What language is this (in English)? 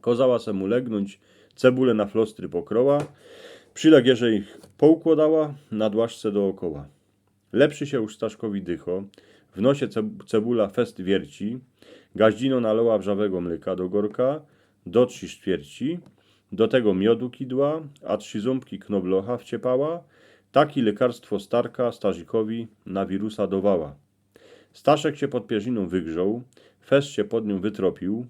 Silesian